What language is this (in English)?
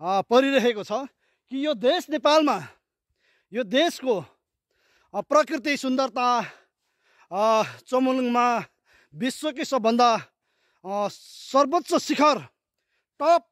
Nepali